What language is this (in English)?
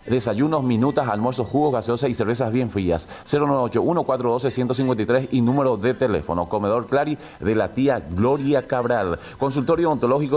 Guarani